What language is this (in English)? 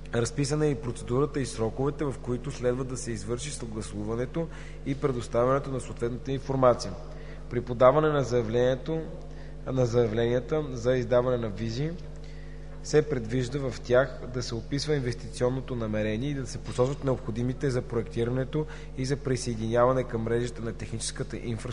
Bulgarian